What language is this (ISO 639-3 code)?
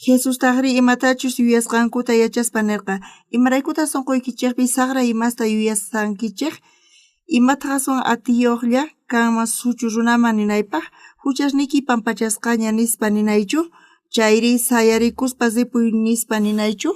quh